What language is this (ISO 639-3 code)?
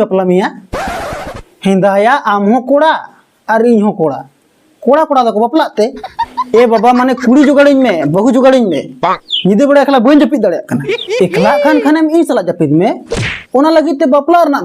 sat